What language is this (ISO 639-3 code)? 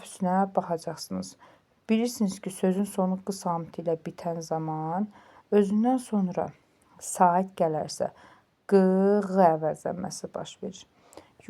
aze